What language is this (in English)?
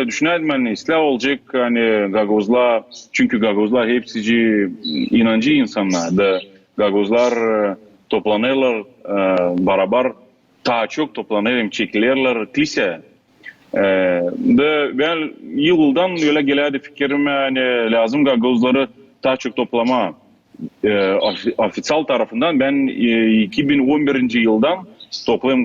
Gagauz